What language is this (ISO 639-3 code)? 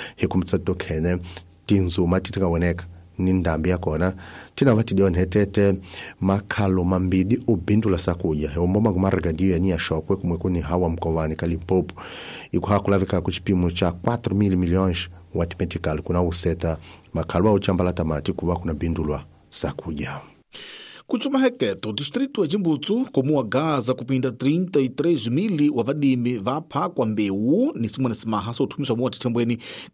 tso